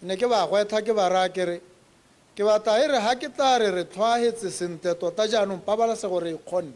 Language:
Tswana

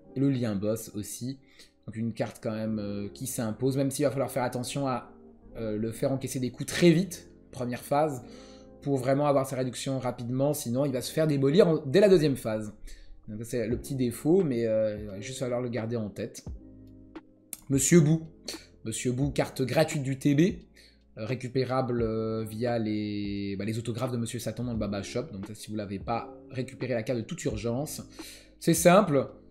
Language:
French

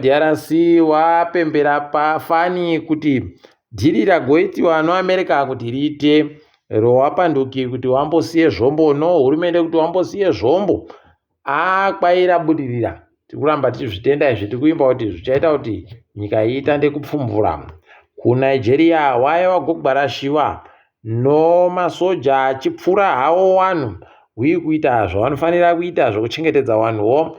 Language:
Ndau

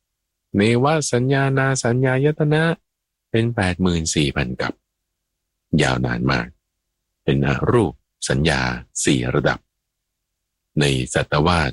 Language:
Thai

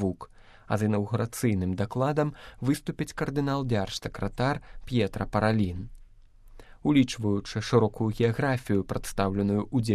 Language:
Belarusian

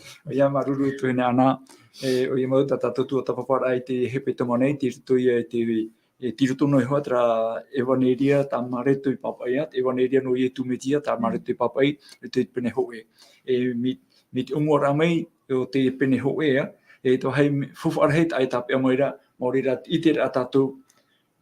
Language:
Tahitian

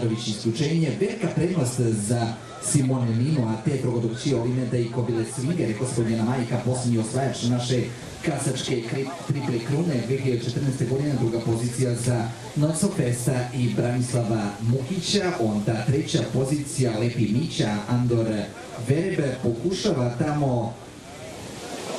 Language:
Serbian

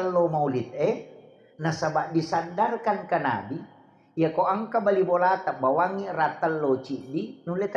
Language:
Buginese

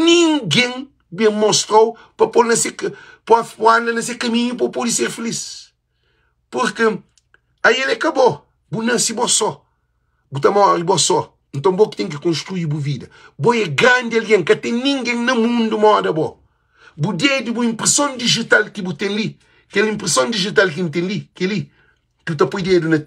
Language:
Kabuverdianu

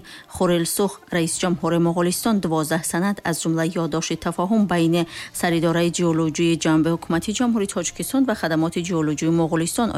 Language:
Tajik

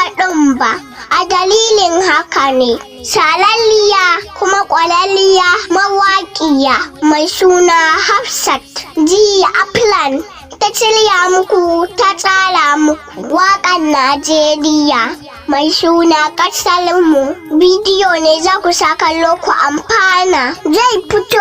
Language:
Hausa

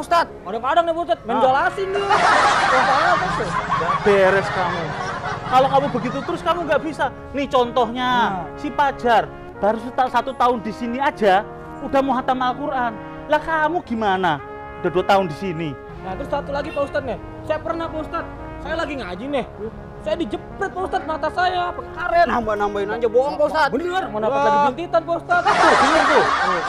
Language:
Betawi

